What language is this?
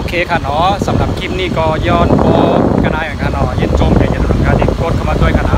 Shan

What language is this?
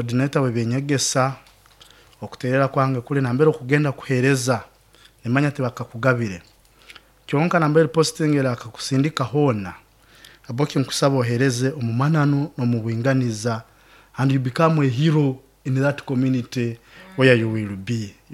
Nyoro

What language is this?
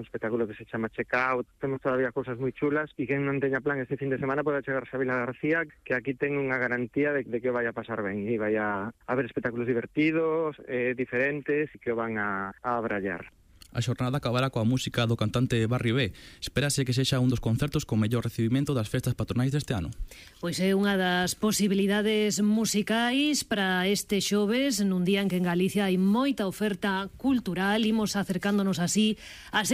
Galician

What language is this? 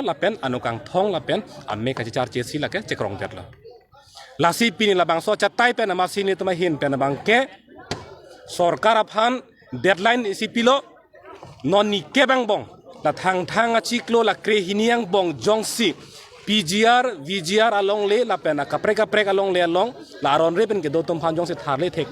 Karbi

